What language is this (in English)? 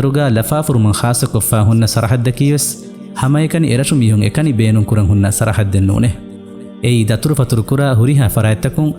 Divehi